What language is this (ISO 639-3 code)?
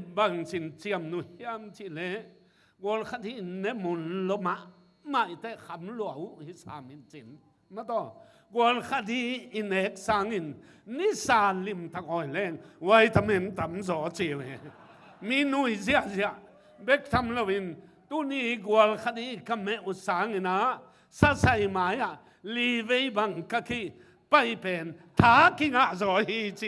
ctd